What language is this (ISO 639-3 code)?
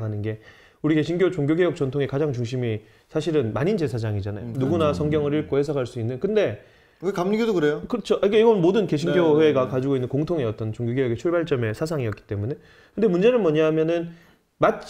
kor